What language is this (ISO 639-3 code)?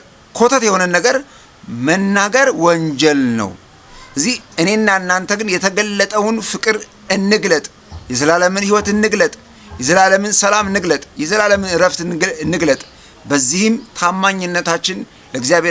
amh